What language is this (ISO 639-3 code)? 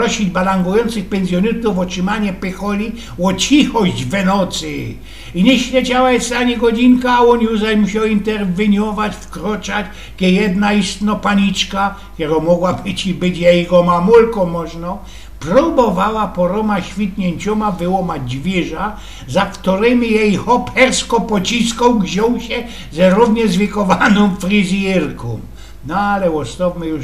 szl